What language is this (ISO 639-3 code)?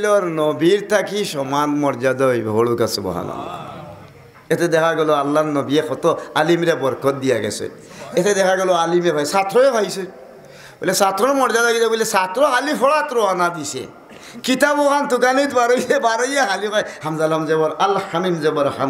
syl